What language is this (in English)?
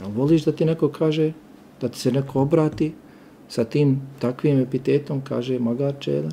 Bosnian